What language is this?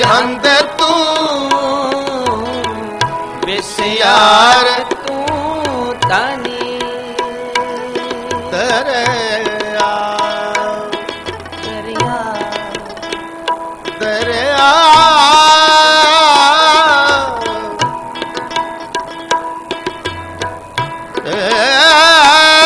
Punjabi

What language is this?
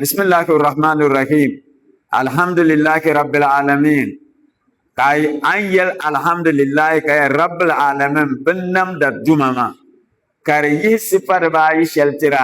Dagbani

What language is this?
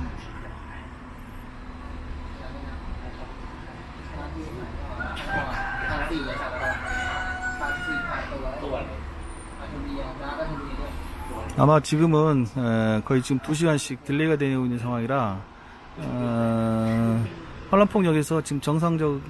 Korean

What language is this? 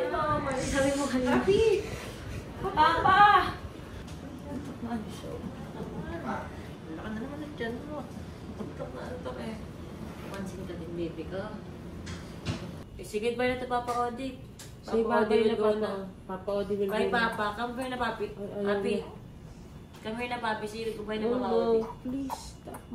Filipino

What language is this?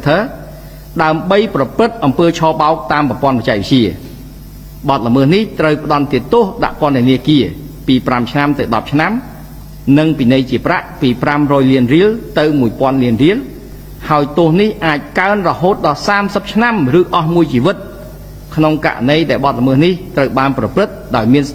Khmer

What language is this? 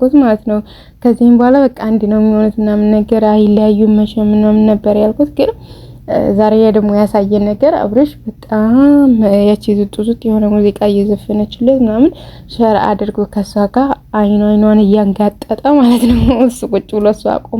Amharic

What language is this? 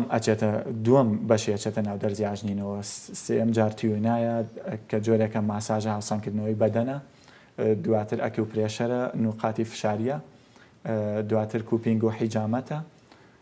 Central Kurdish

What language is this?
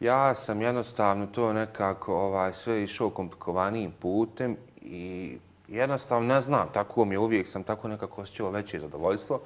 Bosnian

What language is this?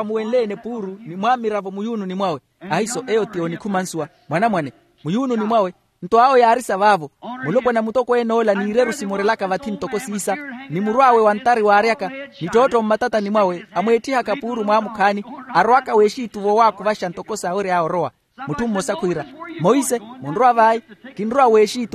Makhuwa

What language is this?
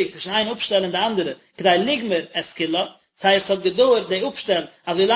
Yiddish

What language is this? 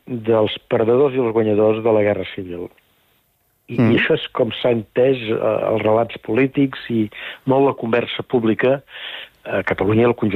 Catalan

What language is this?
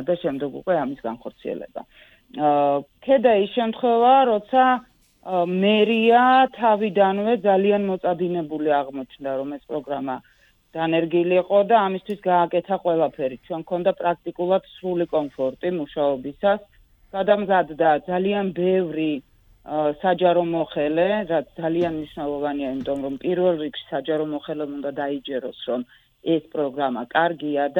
Georgian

